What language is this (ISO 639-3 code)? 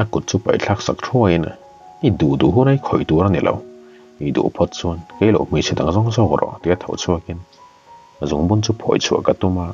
lus